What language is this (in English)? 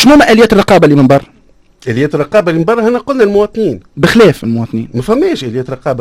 Tunisian Arabic